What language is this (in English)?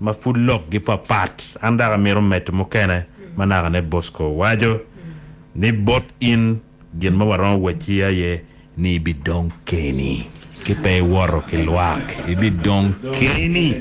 Acoli